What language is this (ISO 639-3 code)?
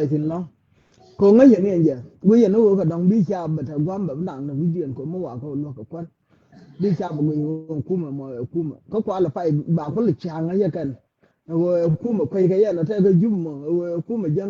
nus